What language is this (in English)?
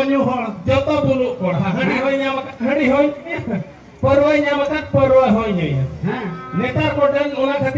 Santali